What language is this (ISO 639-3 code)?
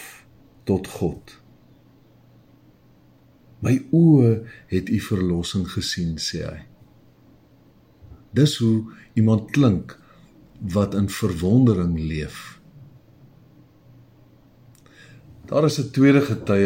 afr